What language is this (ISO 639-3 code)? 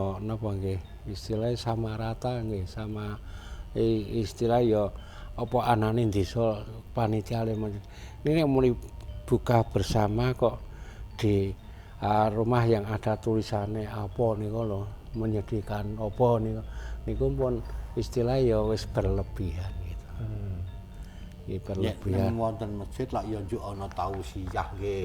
jav